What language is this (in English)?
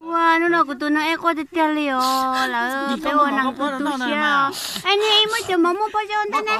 Hmong